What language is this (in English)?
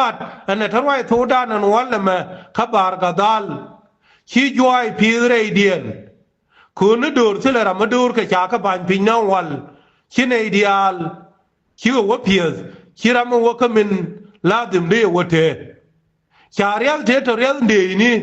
Nuer